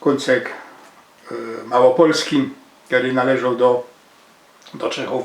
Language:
Silesian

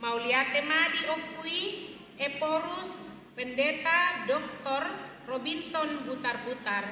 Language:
Batak Toba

